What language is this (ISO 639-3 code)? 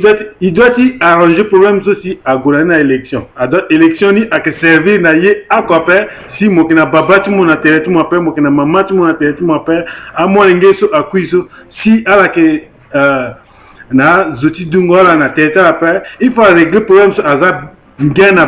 sag